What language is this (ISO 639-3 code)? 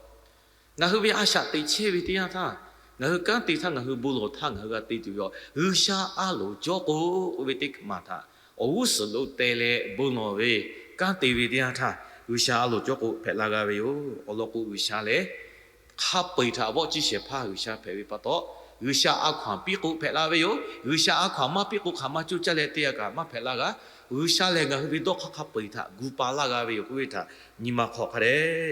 lhu